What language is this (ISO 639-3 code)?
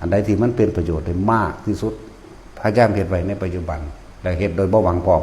tts